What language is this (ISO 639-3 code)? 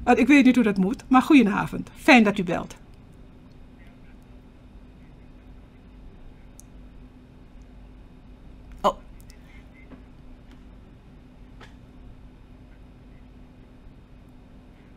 nld